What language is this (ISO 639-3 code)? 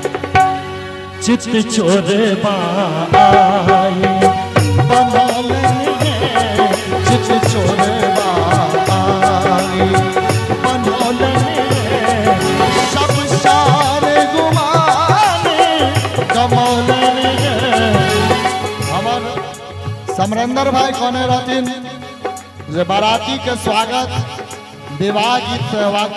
mai